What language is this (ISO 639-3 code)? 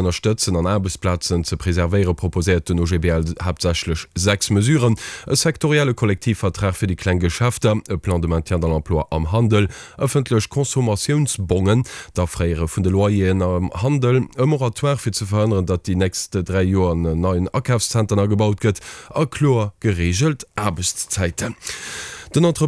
ltz